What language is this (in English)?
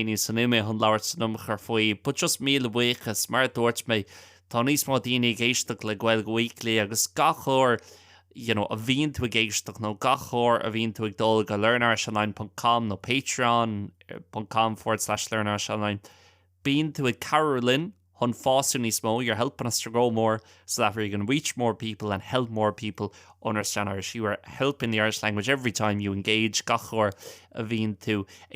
Irish